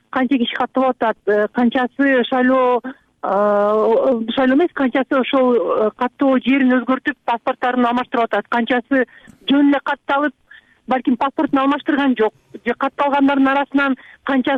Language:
Kyrgyz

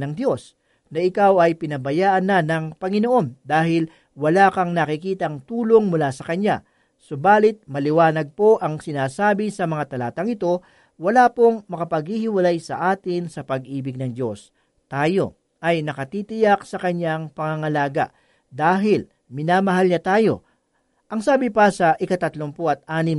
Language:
Filipino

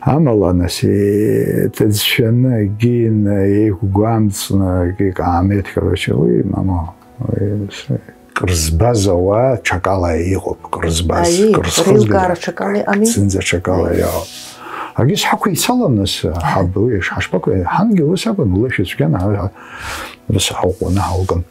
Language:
Abkhazian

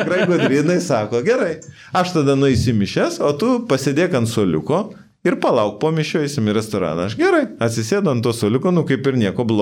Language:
Lithuanian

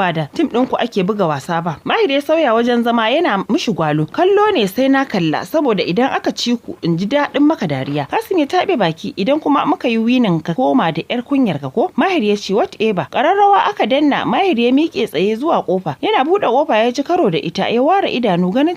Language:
Hausa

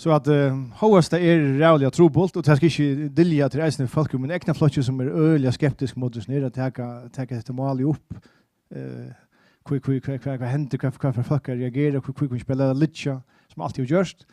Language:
Faroese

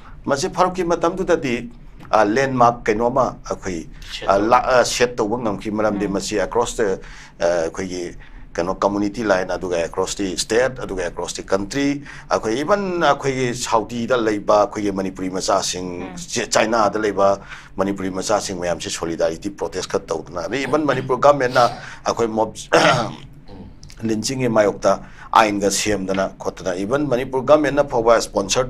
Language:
Manipuri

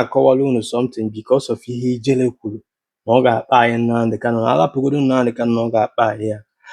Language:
Igbo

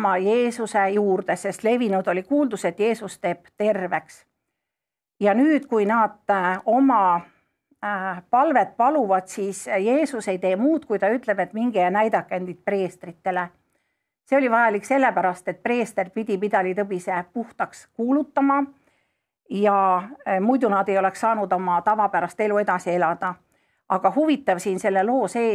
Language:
Estonian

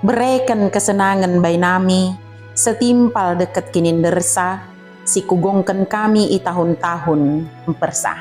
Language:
Batak Dairi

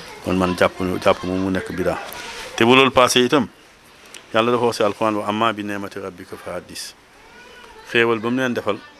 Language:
Wolof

